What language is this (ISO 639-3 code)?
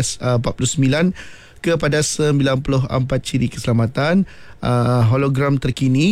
msa